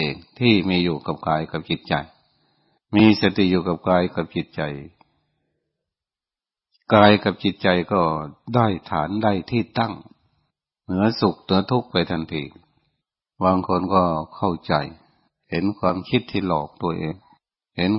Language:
Thai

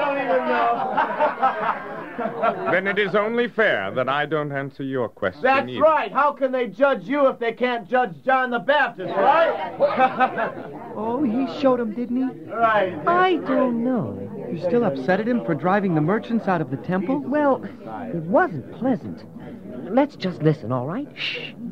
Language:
English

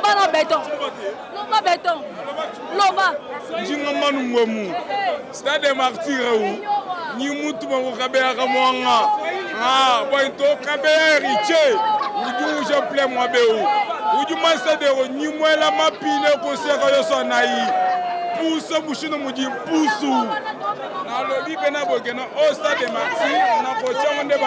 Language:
Lingala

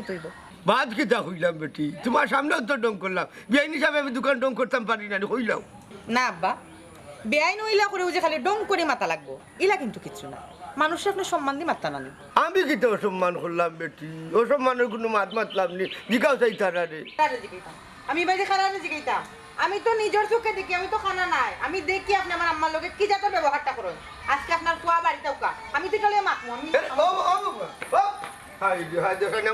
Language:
Sylheti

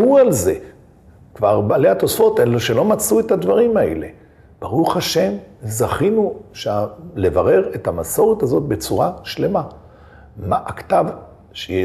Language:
Hebrew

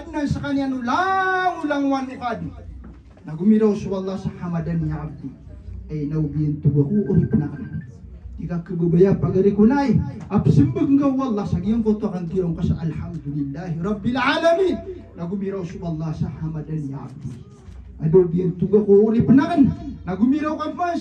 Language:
Maranao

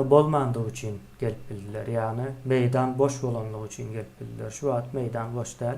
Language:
Turkmen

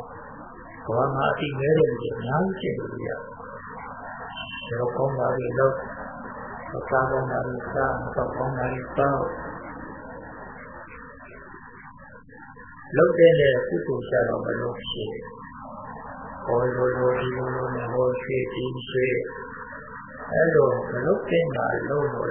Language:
Burmese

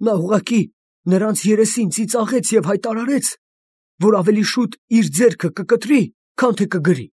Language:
Armenian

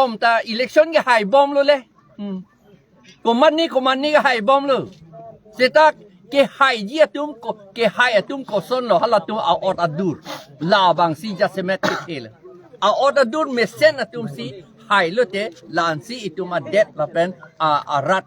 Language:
Karbi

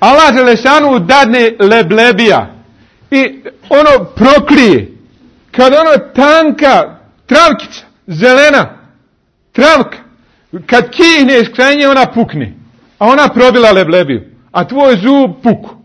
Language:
Bosnian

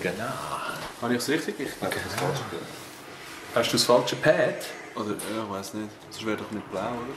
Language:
Swiss German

